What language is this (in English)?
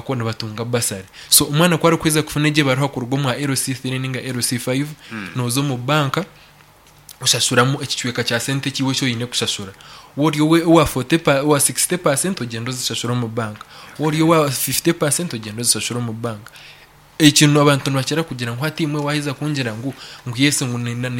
Nyankole